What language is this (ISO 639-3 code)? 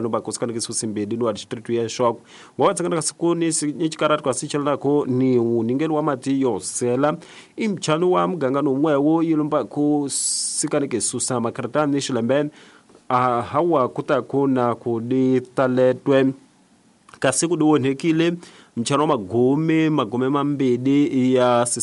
tso